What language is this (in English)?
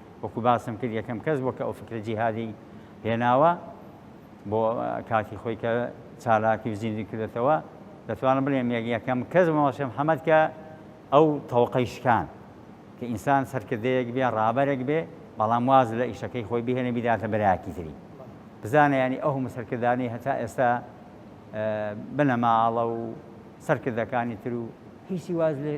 Central Kurdish